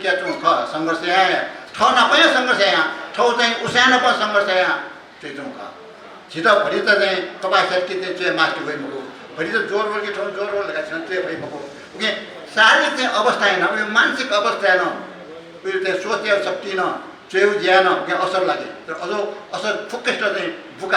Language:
Newari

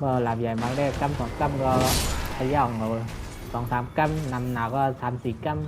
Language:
Shan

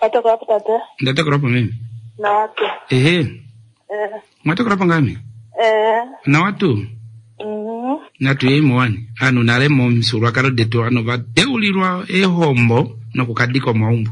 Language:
Kuanyama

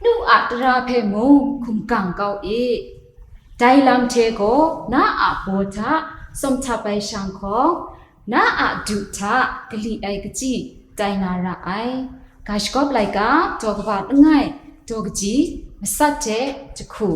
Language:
Kachin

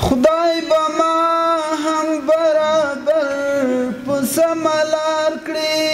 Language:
Pashto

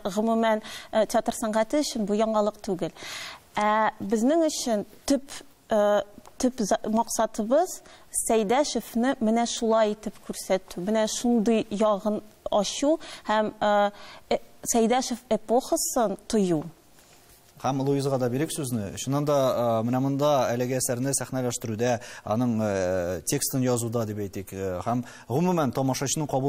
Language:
Tatar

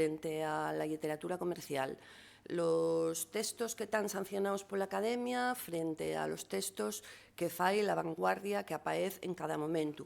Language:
Asturian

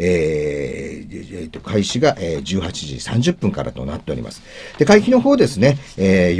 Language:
Japanese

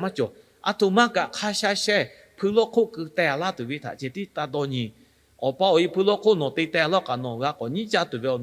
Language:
Lahu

